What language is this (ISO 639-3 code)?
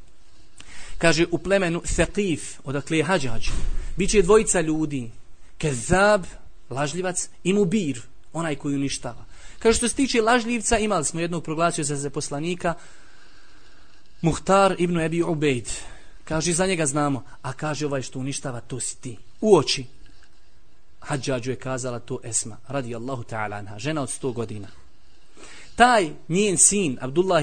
bos